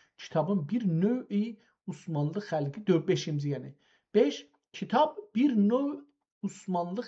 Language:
South Azerbaijani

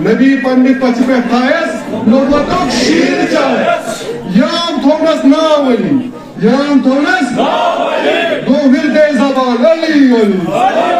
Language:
Kashmiri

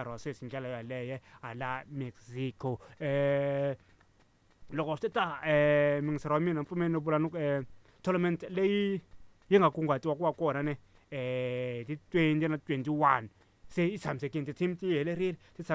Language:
Tsonga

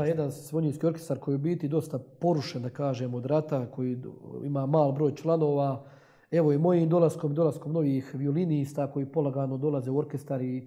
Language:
Croatian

